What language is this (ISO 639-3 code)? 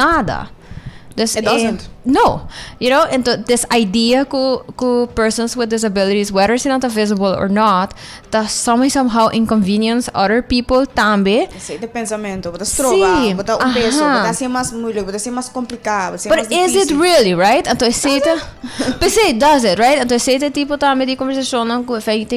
pap